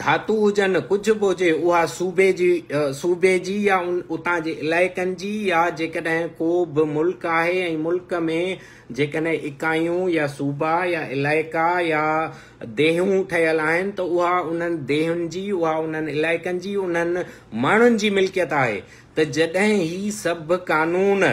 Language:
Sindhi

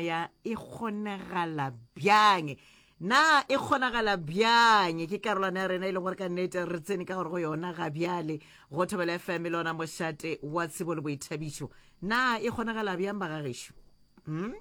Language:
Northern Sotho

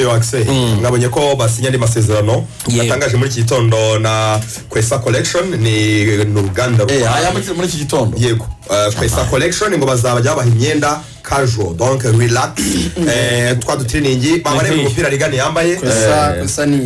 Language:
Kinyarwanda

